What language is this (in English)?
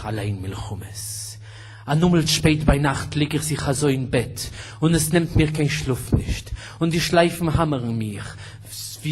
Yiddish